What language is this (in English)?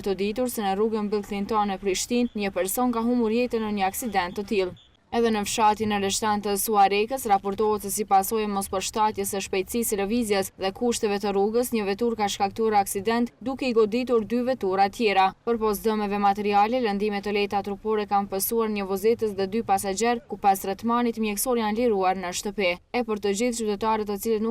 Albanian